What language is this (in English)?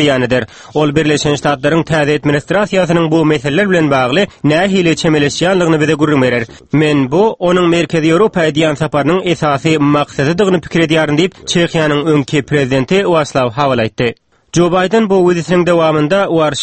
Turkmen